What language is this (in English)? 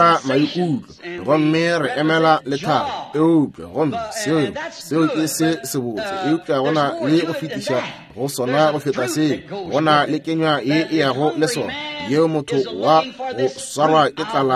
Northern Sotho